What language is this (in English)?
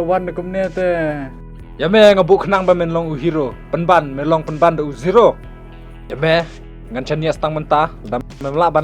Khasi